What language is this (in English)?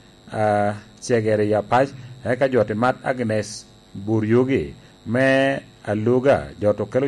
Lango (Uganda)